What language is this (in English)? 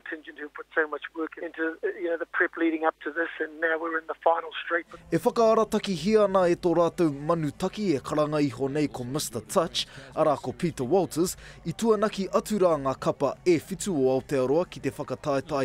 Māori